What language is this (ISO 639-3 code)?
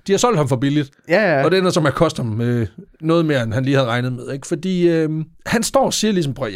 dan